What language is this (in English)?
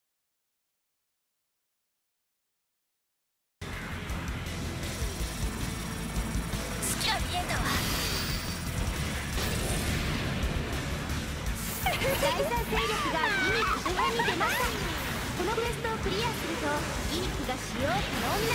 Japanese